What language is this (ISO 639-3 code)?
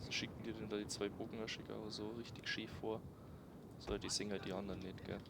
bar